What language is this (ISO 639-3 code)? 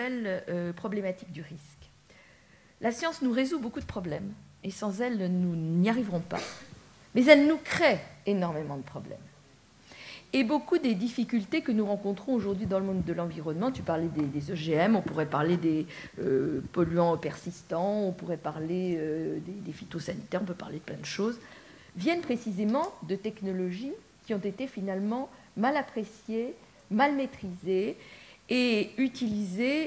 fra